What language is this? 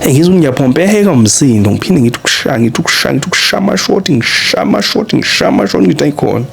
Zulu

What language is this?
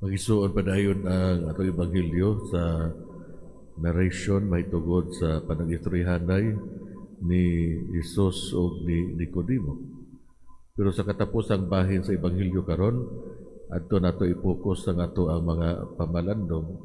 Cebuano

